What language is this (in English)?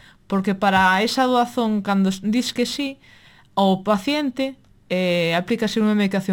Galician